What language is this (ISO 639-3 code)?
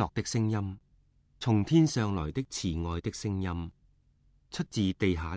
yue